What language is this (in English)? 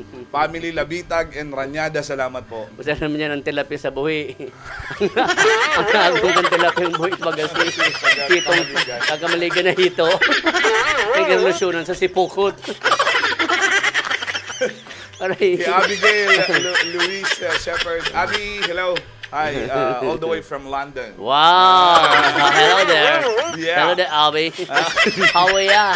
Bikol